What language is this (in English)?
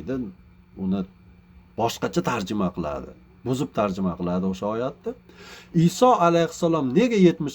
Uzbek